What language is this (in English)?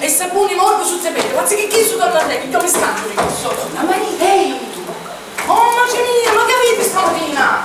Sicilian